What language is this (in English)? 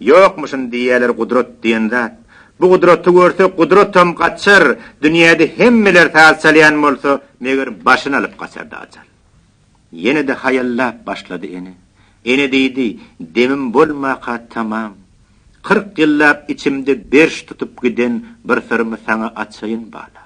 Turkmen